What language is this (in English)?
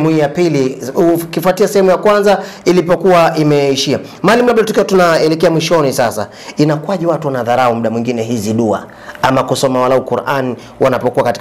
Swahili